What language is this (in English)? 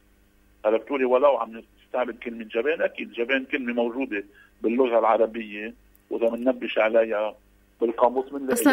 North Levantine Arabic